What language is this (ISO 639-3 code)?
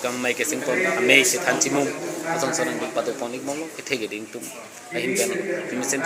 mjw